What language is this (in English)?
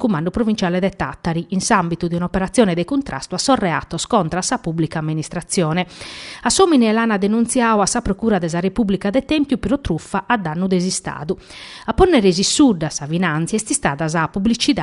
Sardinian